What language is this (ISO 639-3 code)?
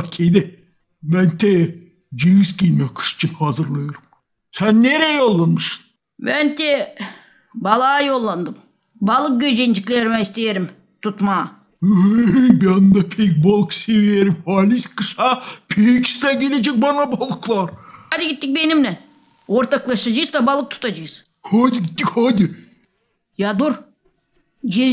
gag